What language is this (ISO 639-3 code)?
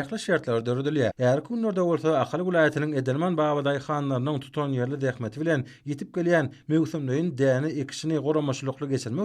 tuk